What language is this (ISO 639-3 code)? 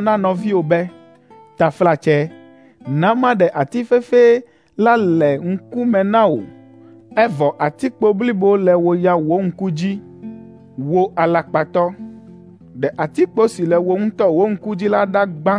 ewe